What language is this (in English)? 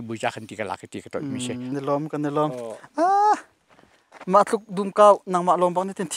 Hakha Chin